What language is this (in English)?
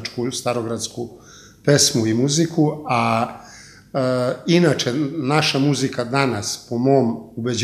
Serbian